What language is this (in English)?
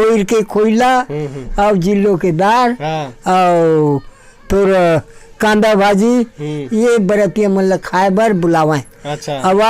Chhattisgarhi